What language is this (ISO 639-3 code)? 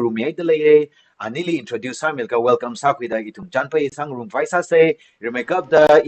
nmf